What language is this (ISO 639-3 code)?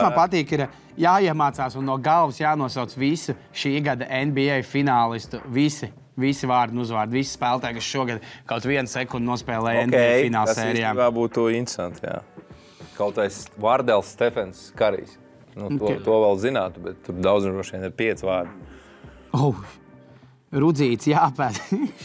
lav